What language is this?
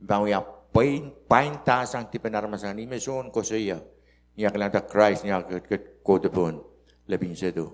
Pohnpeian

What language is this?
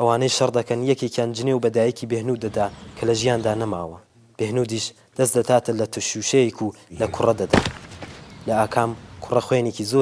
Central Kurdish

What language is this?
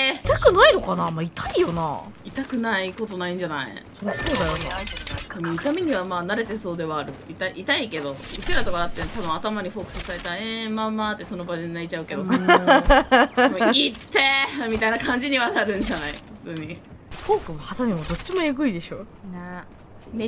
Japanese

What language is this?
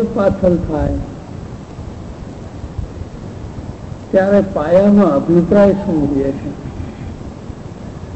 Gujarati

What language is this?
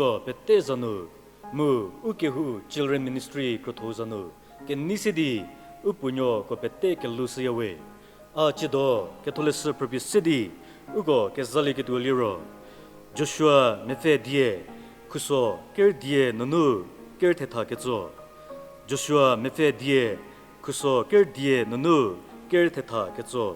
Angami Naga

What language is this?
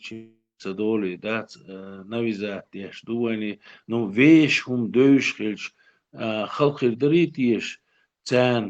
Chechen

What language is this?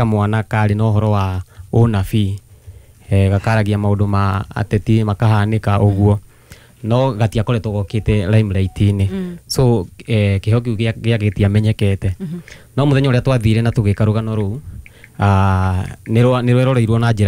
Kikuyu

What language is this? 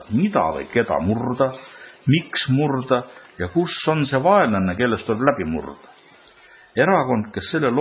Estonian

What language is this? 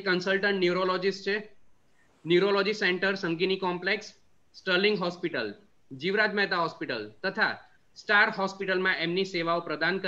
Gujarati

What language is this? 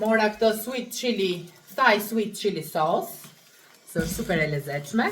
Albanian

